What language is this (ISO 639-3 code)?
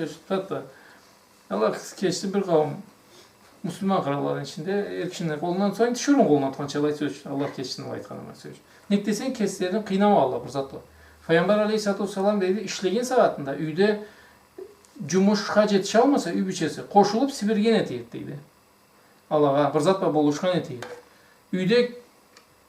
krc